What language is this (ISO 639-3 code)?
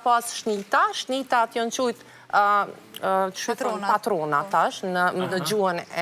sqi